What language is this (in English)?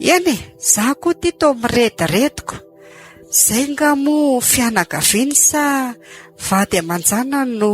Malagasy